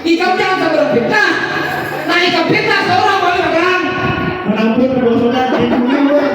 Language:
Banjar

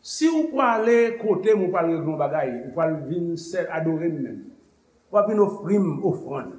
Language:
Haitian Creole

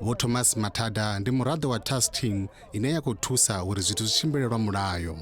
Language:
Venda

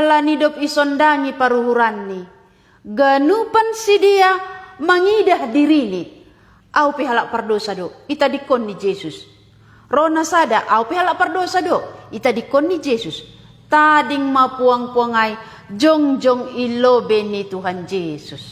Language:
Batak Simalungun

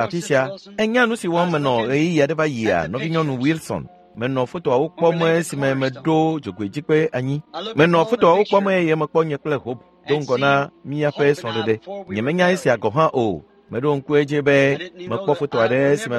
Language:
Ewe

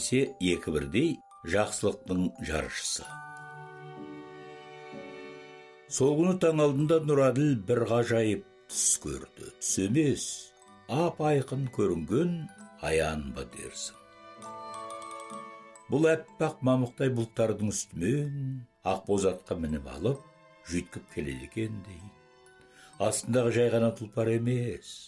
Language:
Kazakh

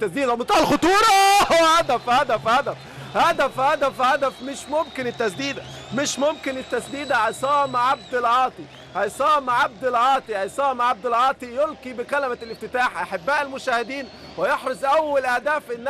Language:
Egyptian Arabic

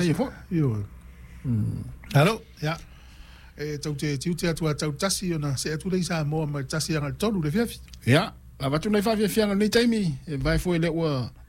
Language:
Samoan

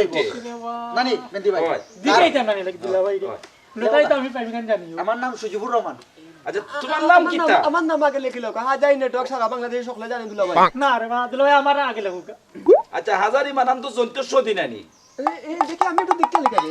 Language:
Sylheti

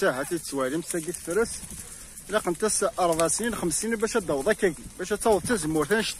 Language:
Kabyle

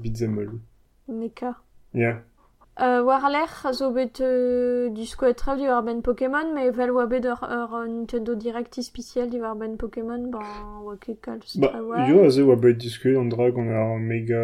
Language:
Breton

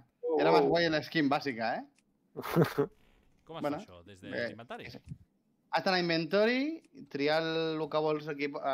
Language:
Catalan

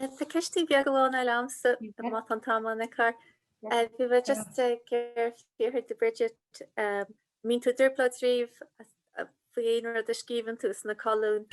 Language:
Irish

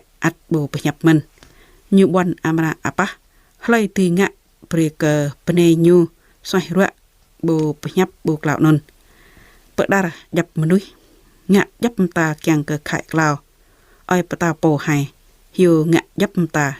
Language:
Jarai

